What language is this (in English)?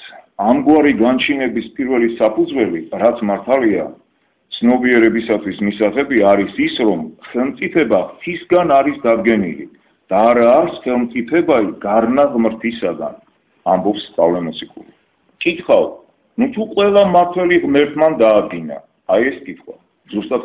Georgian